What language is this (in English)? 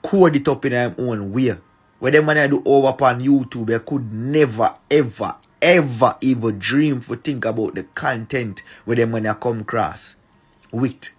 Jamaican Creole English